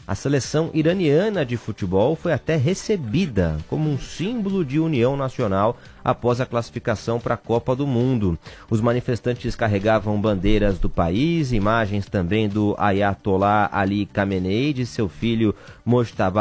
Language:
Portuguese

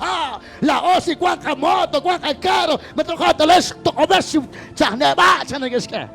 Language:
Kekchí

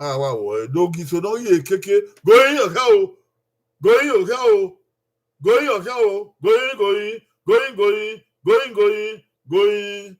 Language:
Bini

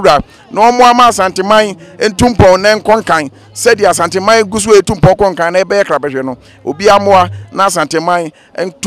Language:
Akan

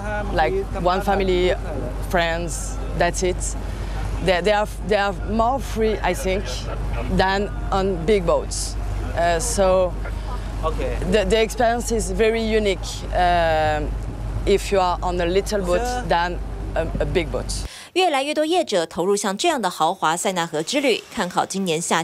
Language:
Chinese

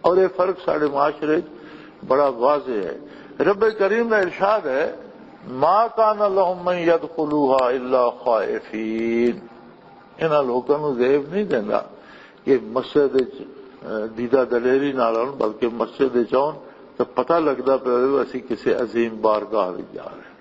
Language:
Western Panjabi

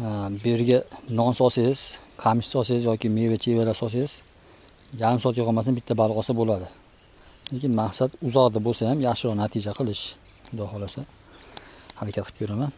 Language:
Uzbek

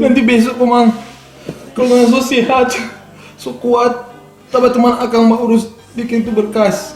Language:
Manado Malay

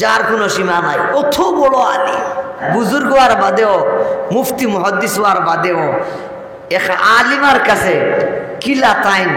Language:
Sylheti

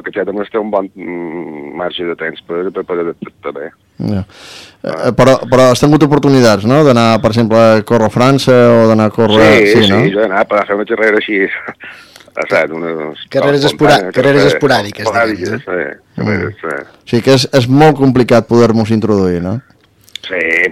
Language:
Catalan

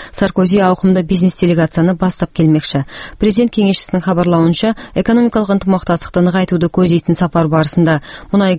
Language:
Kazakh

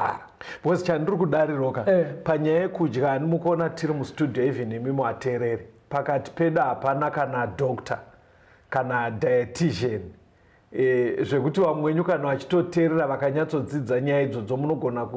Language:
Shona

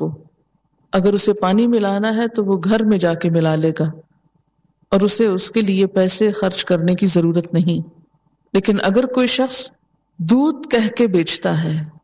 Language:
Urdu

